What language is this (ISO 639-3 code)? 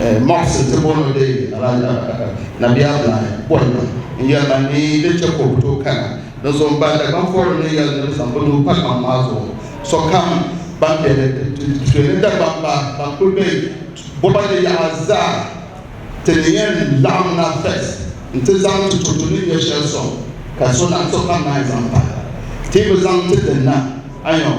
dag